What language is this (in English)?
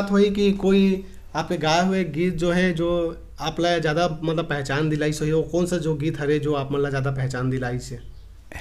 Chhattisgarhi